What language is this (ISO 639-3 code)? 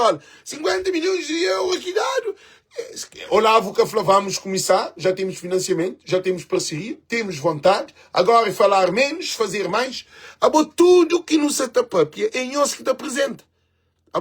kea